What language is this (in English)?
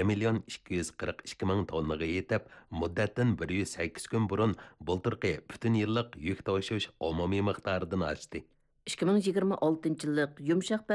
Uyghur